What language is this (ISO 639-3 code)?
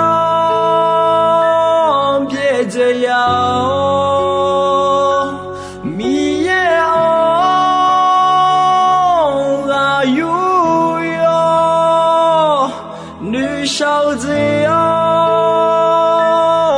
ahk